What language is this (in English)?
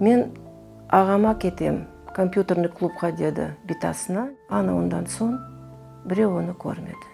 Crimean Tatar